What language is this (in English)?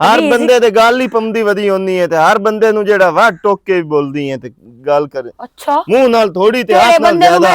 Western Panjabi